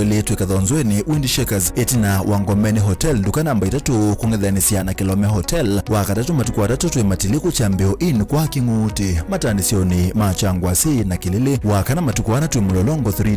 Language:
Kamba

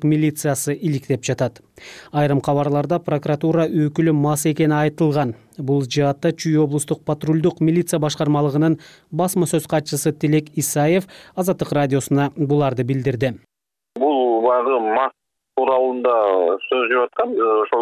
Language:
Kyrgyz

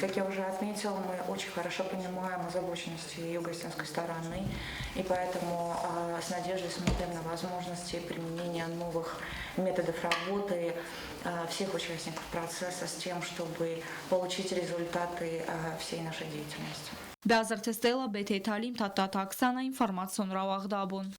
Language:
Ossetic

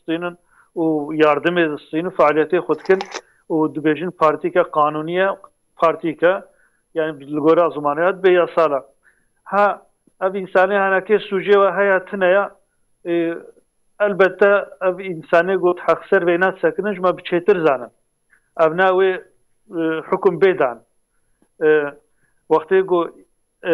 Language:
Kurdish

